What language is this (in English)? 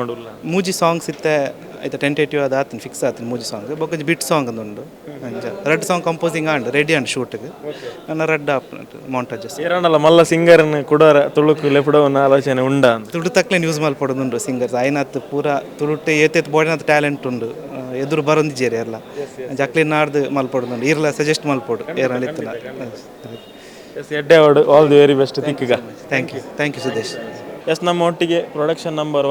Tulu